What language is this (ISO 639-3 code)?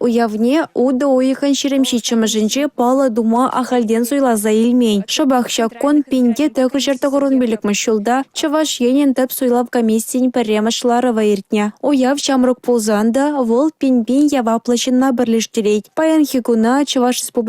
chv